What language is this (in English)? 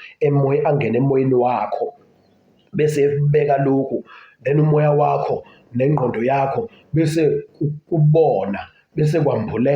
Zulu